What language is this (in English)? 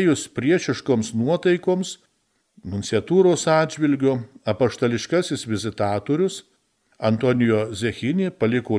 Lithuanian